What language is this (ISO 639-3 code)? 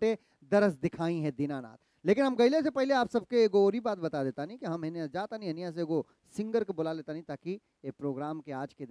bho